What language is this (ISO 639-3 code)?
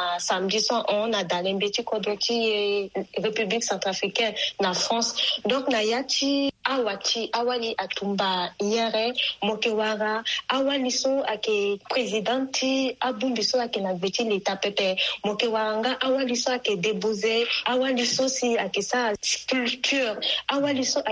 sag